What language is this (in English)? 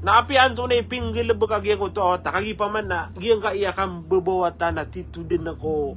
Maranao